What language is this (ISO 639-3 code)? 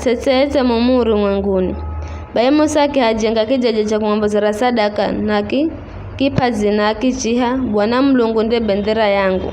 nyf